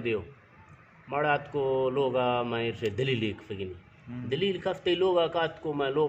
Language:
Eastern Balochi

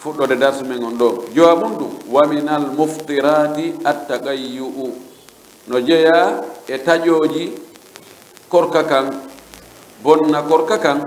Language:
Fula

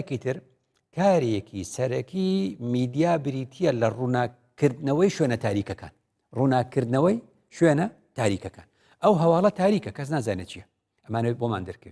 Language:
Central Kurdish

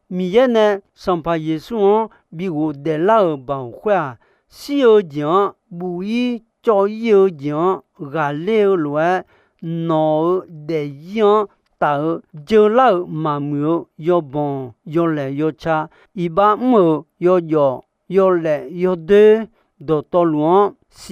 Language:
Akha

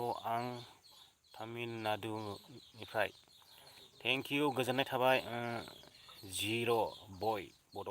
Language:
Bodo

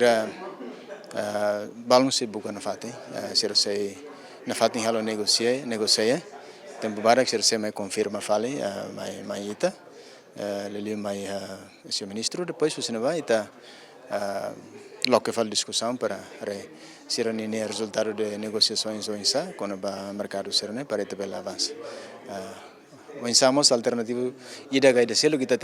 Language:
Tetum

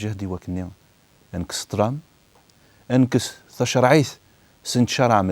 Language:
Kabyle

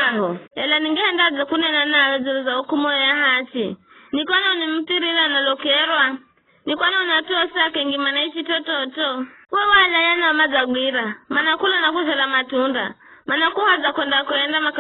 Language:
Giryama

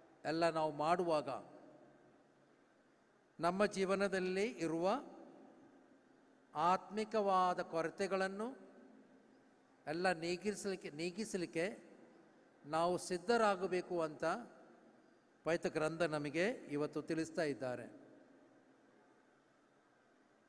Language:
Kannada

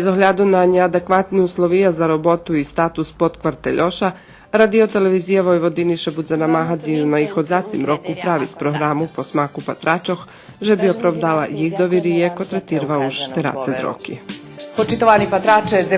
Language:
Rusyn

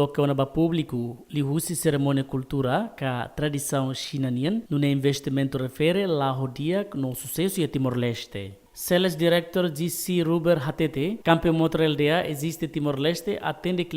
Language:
Tetum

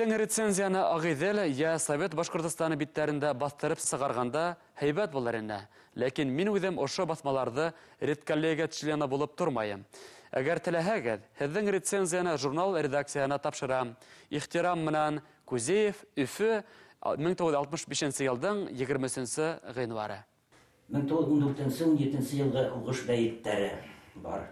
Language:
Bashkir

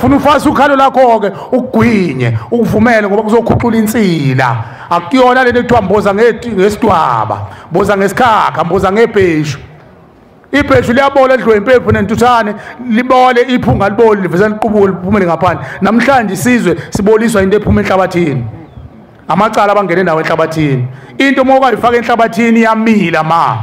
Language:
Zulu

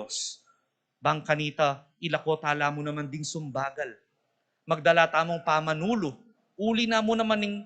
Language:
Pampanga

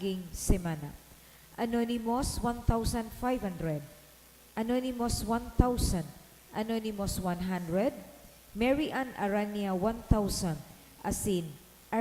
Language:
Bikol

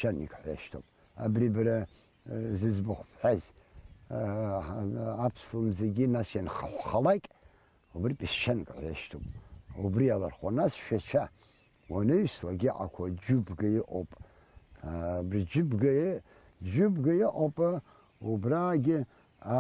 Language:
Abkhazian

